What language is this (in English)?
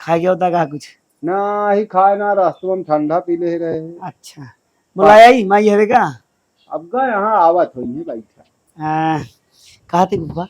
Awadhi